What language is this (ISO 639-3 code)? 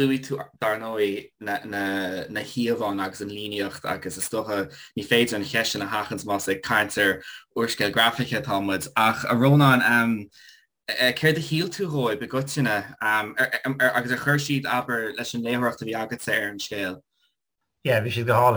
gle